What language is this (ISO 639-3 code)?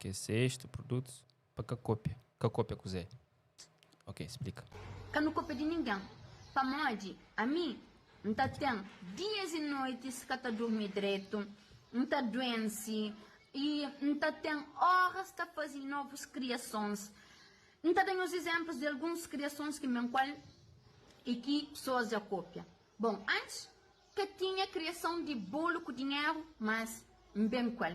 kea